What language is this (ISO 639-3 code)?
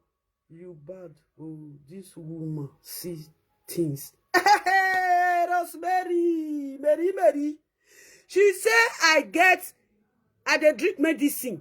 pcm